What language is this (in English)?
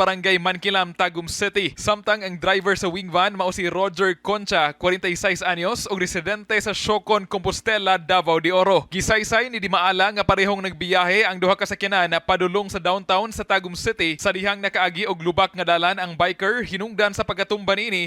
Cebuano